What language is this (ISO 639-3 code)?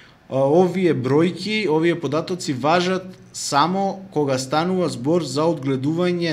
mkd